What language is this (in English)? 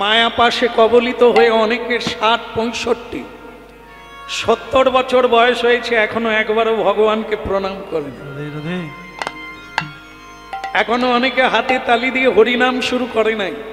Bangla